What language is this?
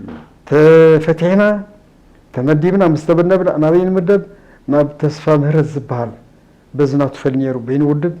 Tigrinya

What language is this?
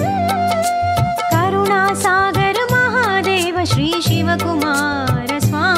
Kannada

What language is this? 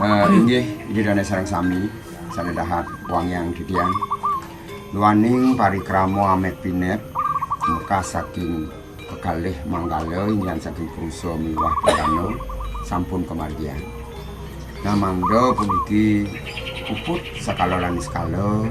Balinese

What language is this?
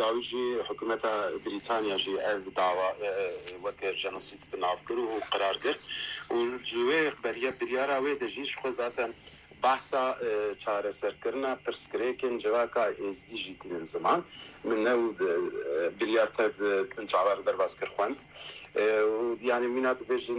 Kurdish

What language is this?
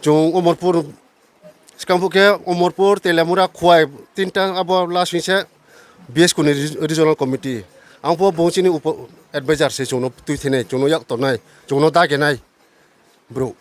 Riang (India)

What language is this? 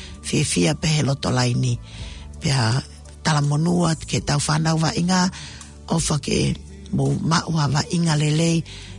Tongan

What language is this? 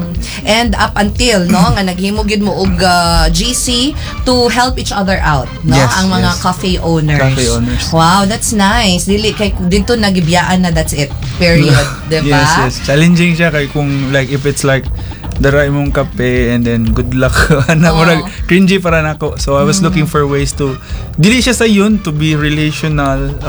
Cebuano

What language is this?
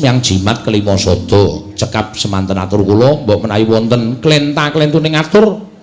Javanese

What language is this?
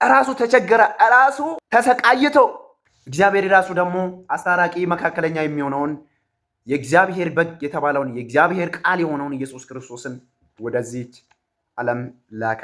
Amharic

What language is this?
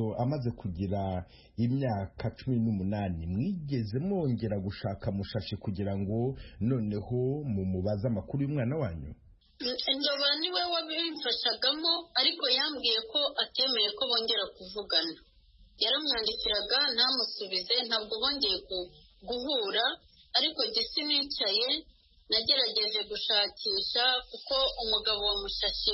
Kinyarwanda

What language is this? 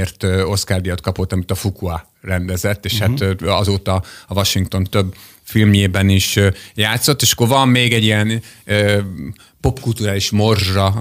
Hungarian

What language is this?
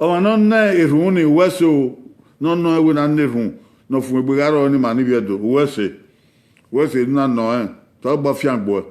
Bini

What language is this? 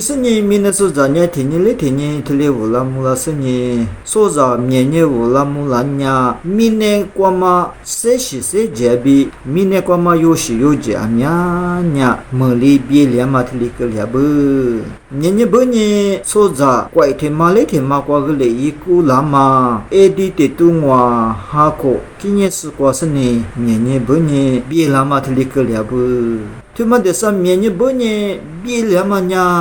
Lisu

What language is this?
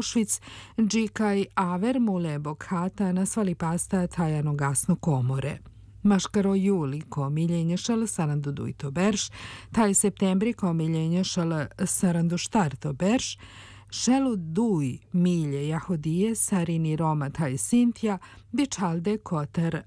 Serbian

